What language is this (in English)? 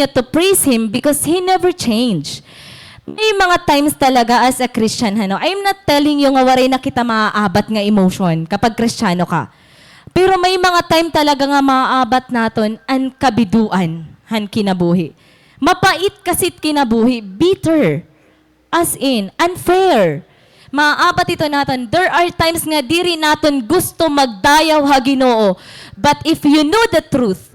Waray